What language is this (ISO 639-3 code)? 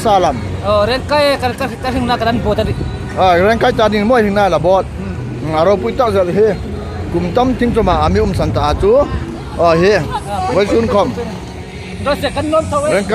hmr